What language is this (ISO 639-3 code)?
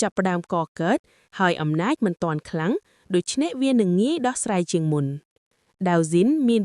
khm